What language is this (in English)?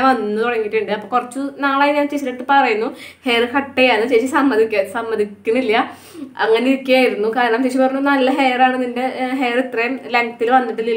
Malayalam